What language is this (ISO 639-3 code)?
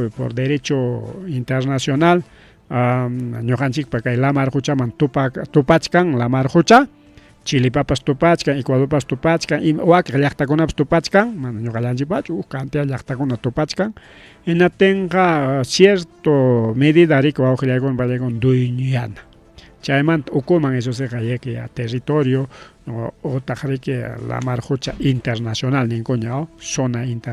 quy